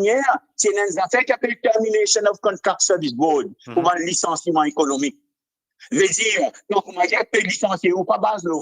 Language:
Morisyen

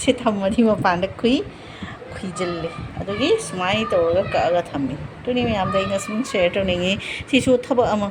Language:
Manipuri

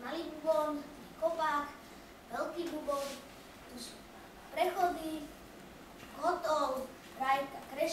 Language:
Slovak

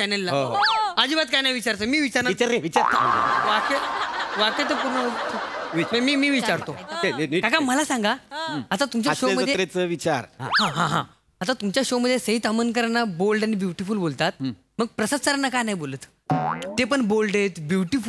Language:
Marathi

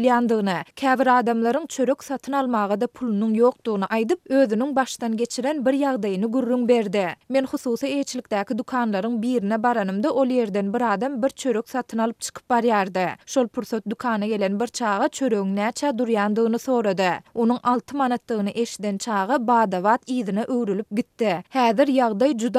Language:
Turkmen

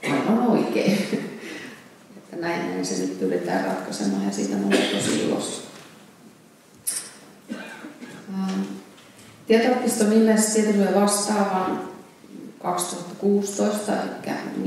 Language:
Finnish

